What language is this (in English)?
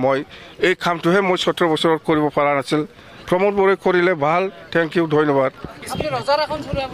Assamese